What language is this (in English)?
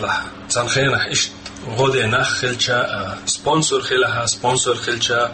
Chechen